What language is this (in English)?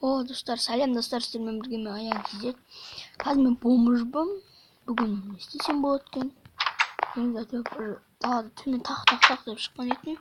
Kazakh